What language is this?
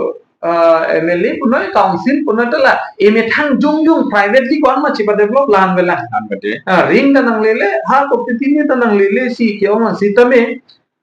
Karbi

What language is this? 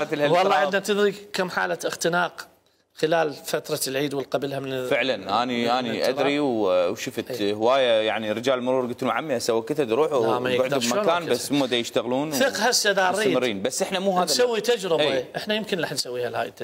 Mesopotamian Arabic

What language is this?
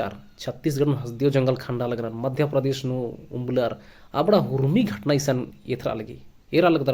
Kurukh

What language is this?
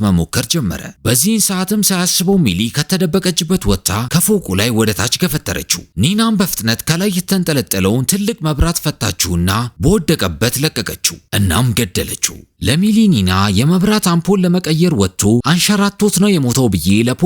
Amharic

